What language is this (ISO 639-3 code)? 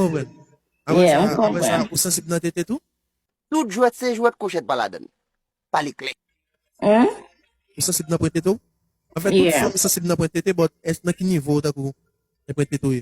hat